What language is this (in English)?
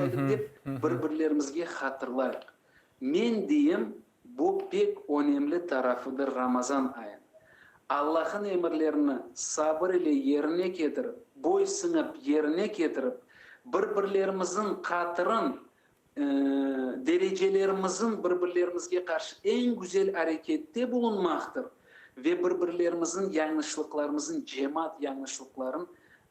Crimean Tatar